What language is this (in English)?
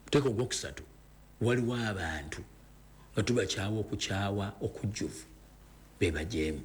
Ganda